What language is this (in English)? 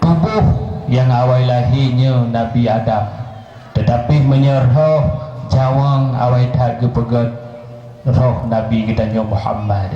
Achinese